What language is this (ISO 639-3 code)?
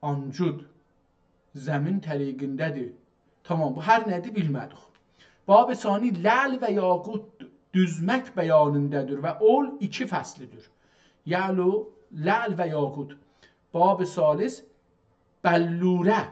azb